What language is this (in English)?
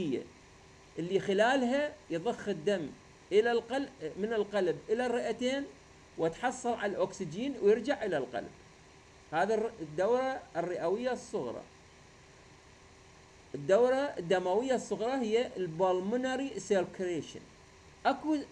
Mesopotamian Arabic